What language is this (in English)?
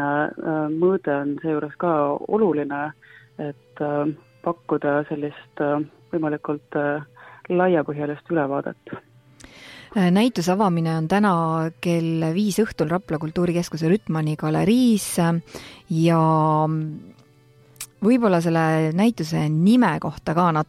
Estonian